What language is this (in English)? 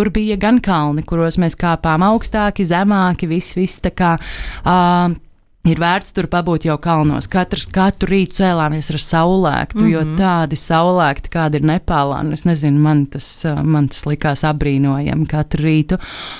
Latvian